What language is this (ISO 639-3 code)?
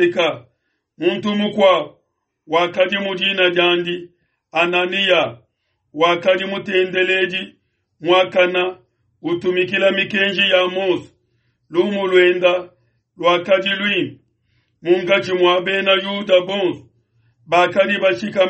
lua